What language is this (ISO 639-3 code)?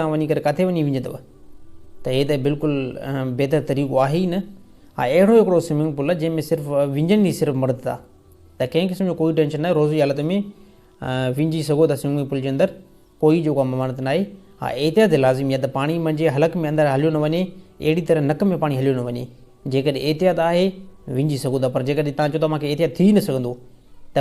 snd